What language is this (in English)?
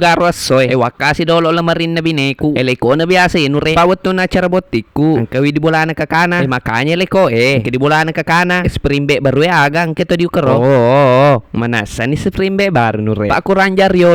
Buginese